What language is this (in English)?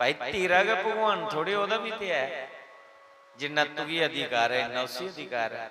Dogri